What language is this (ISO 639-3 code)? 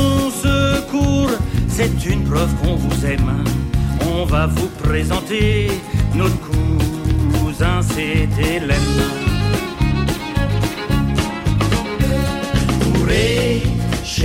fra